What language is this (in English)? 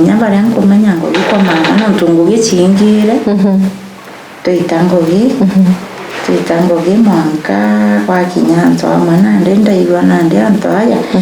Meru